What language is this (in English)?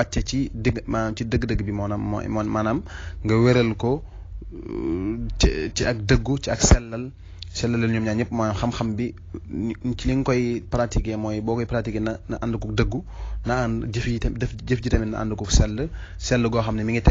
Wolof